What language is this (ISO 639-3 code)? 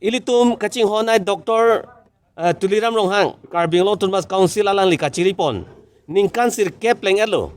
mjw